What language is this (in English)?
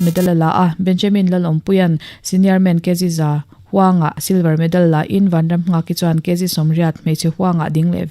Mizo